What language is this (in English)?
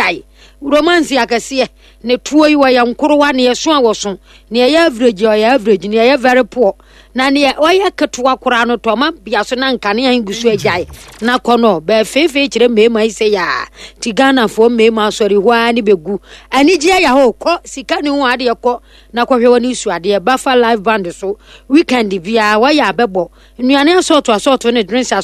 Akan